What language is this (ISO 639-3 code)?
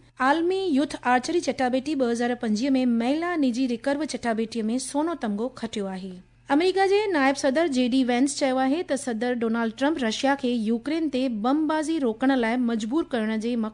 snd